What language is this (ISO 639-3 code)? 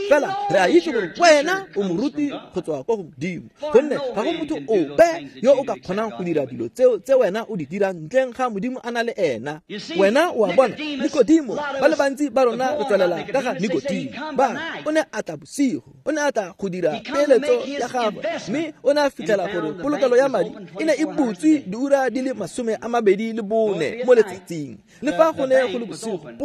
tsn